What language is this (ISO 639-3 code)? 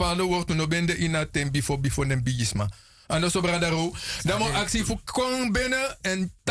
srn